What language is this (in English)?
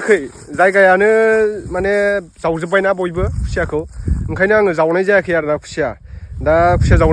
Bodo